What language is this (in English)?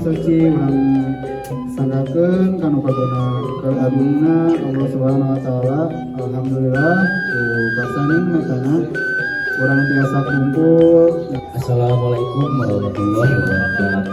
Sundanese